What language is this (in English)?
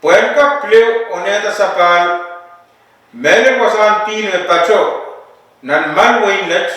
Pohnpeian